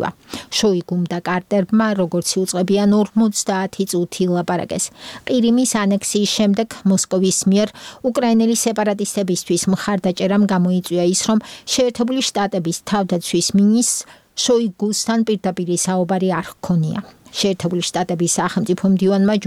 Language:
Georgian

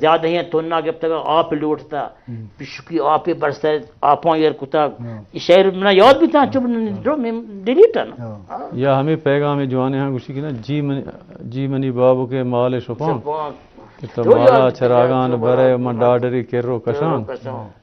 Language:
Baluchi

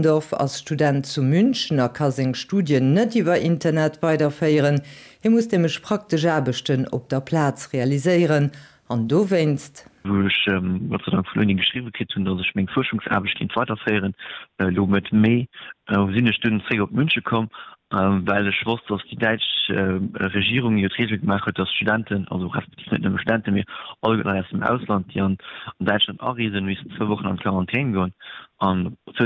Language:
Luxembourgish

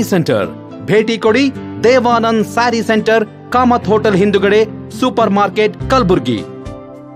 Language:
Kannada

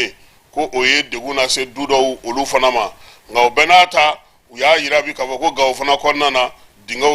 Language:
Bambara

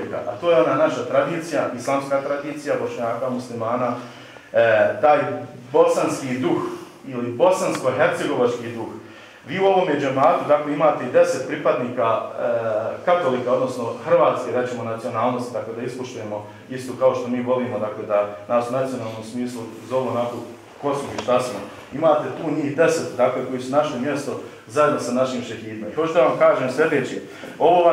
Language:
Bosnian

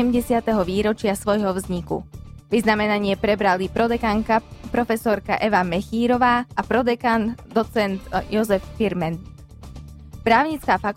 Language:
Slovak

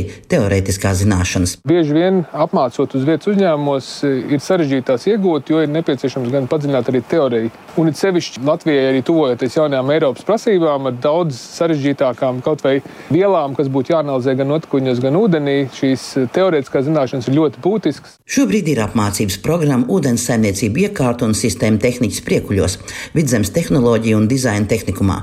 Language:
Latvian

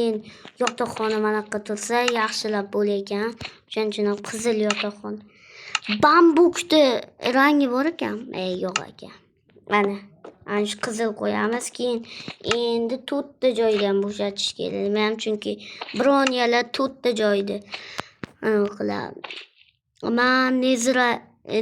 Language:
Uzbek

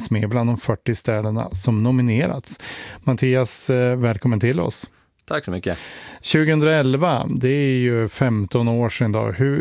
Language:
Swedish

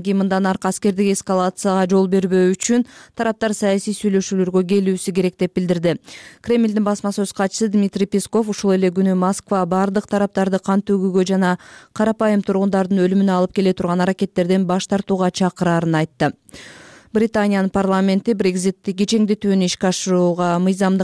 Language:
Kyrgyz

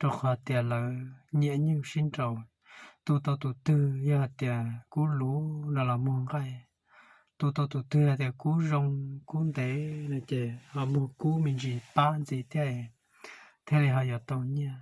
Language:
Hmong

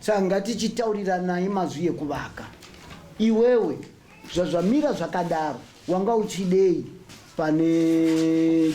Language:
Shona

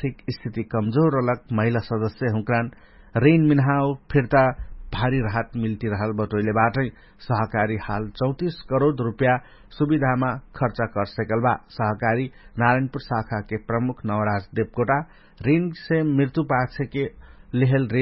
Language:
Dangaura Tharu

